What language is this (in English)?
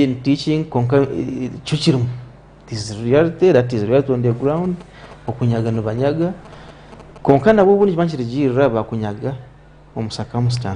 Nyankole